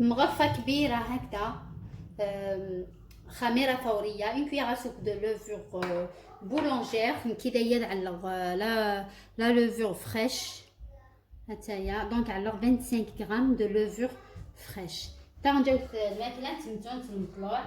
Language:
Algerian Arabic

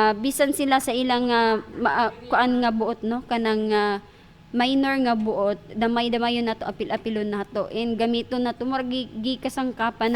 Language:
Cebuano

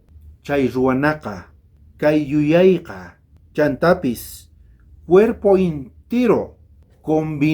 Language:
South Bolivian Quechua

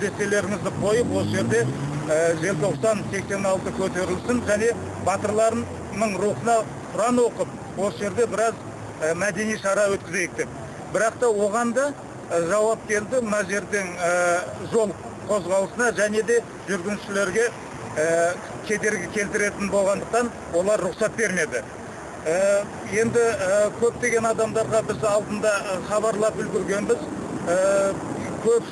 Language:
Kazakh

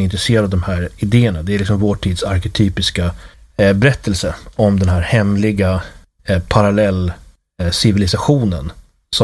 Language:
Swedish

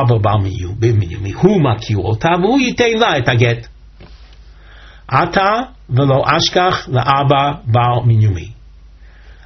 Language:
Hebrew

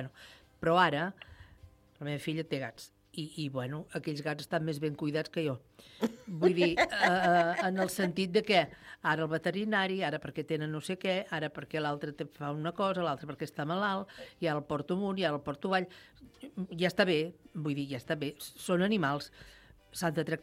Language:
Catalan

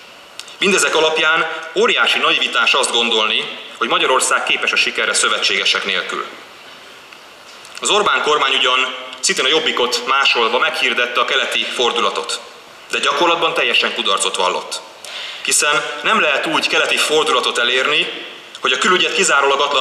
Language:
Hungarian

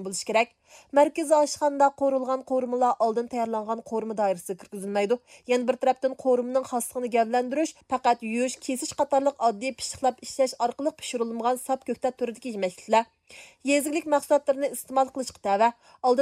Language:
Uyghur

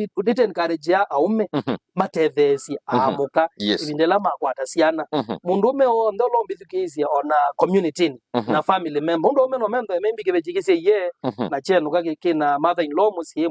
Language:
Kamba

